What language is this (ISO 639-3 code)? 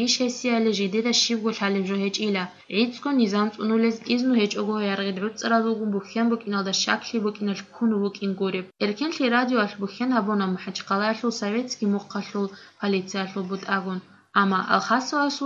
ava